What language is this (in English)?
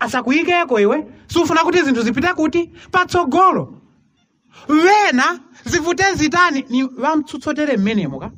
Nyanja